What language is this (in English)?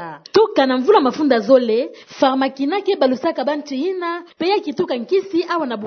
Kituba (Democratic Republic of Congo)